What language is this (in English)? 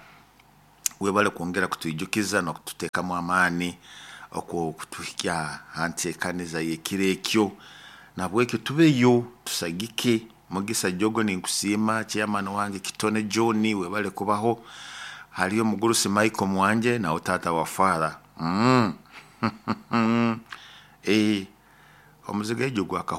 Nyoro